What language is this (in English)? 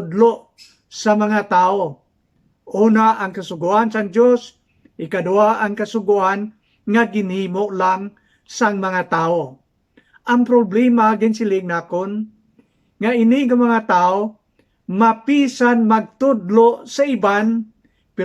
Hiligaynon